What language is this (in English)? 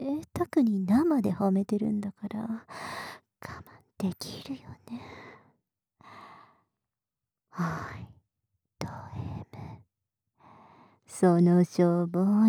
Japanese